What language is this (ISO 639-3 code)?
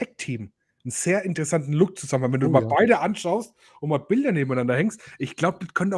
deu